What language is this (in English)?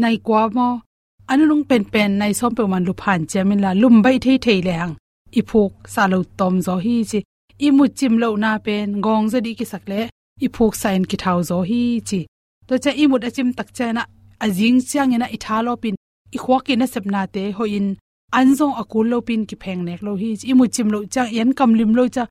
Tedim Chin